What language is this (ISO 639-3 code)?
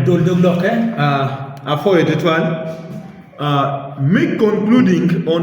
ach